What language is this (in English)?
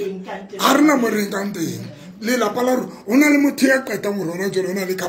Tswana